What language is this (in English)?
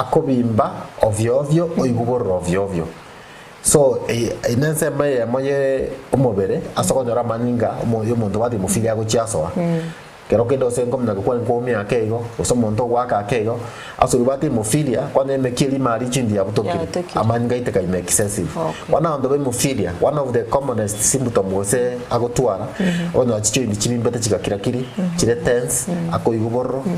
Gusii